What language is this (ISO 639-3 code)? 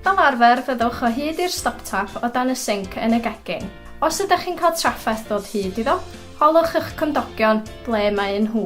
cym